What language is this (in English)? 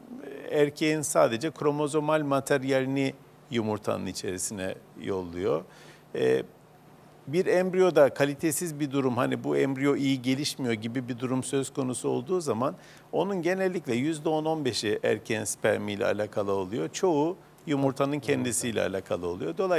Turkish